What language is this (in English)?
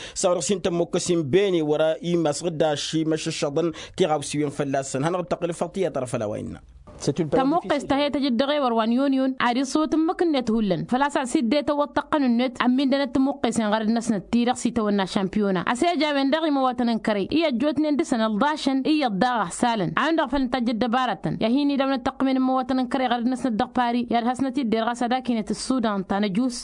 Tamasheq